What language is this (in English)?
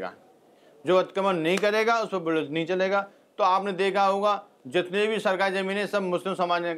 Hindi